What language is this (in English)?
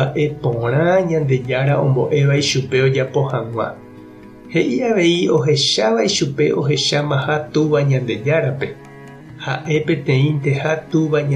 Guarani